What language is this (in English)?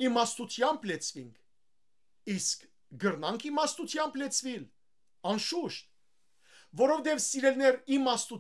Western Armenian